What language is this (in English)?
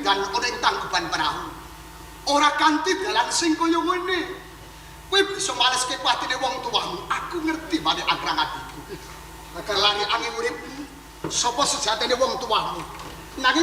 Javanese